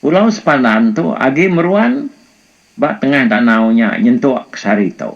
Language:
Iban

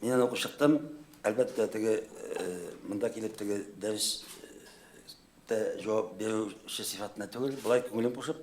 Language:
Tatar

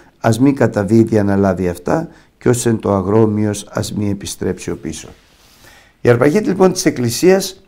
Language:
Greek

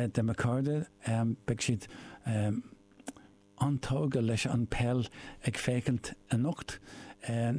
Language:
Irish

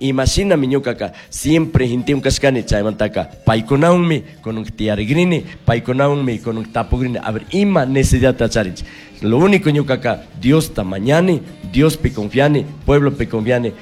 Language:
Chimborazo Highland Quichua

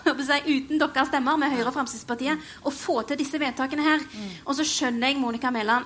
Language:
Norwegian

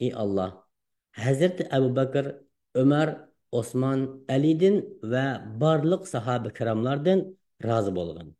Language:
Uyghur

